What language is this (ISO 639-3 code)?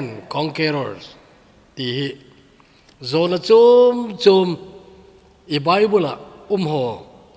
tcz